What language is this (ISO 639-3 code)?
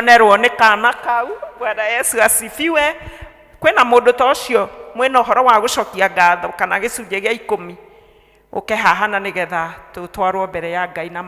kik